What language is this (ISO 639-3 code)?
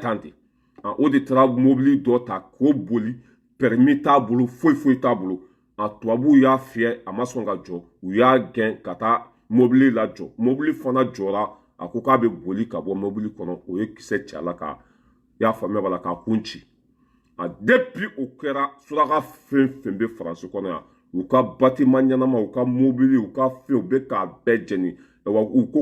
bam